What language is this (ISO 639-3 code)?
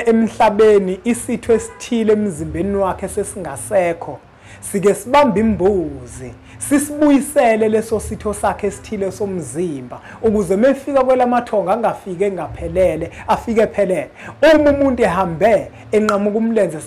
zul